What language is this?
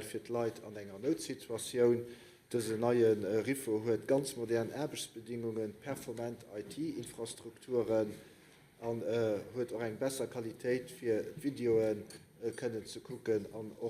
Luxembourgish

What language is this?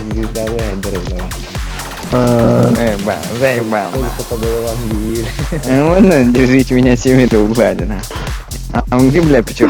Yakut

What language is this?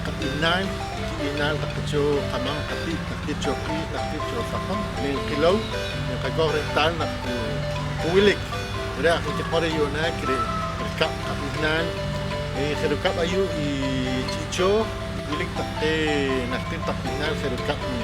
Poqomchi'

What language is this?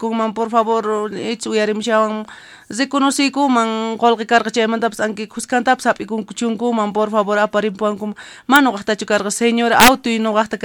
South Bolivian Quechua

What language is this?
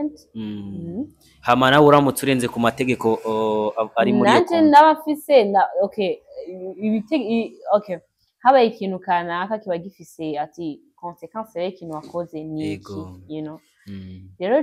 Rundi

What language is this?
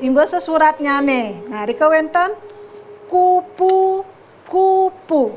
Balinese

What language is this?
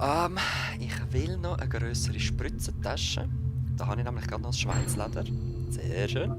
Swiss German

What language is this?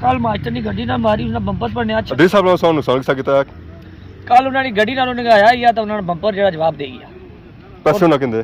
Pahari-Potwari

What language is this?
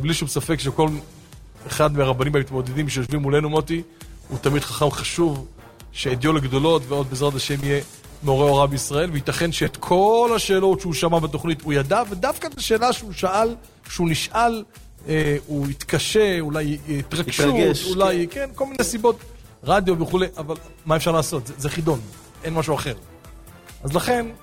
Hebrew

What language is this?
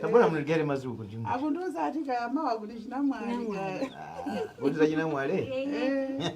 Nyanja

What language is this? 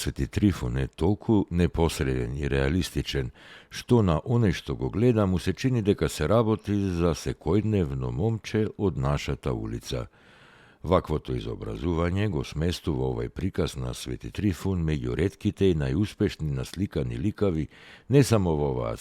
Macedonian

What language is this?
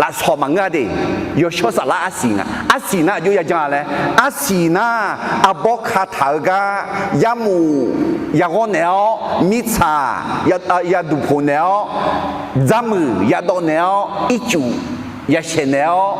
Akha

